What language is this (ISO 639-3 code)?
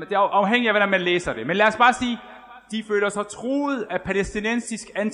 dan